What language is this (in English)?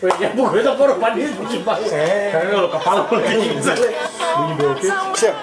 Ambonese Malay